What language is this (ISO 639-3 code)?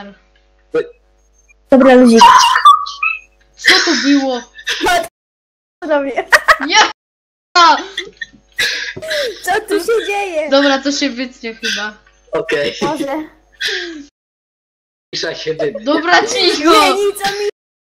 pol